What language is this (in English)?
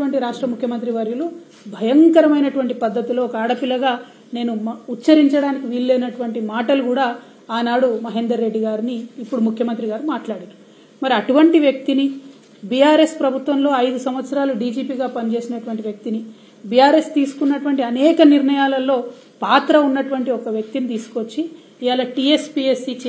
Telugu